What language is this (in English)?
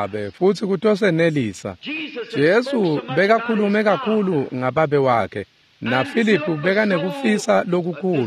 Swati